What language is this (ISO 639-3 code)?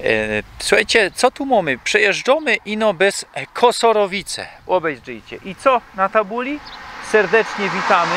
szl